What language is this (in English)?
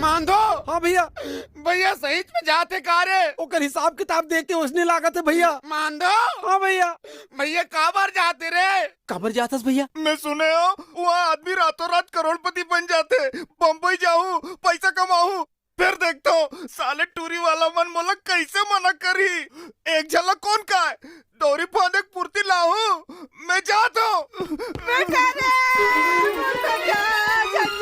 Chhattisgarhi